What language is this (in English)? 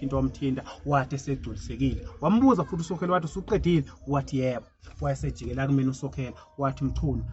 Zulu